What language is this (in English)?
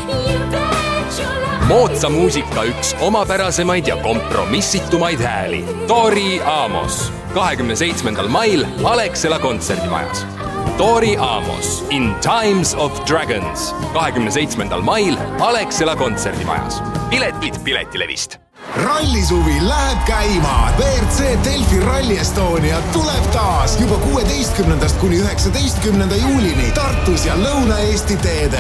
Estonian